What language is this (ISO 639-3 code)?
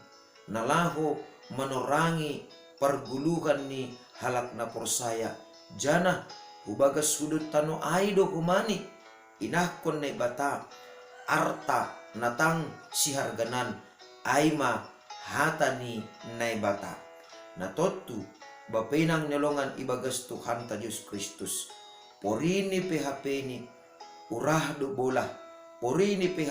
bts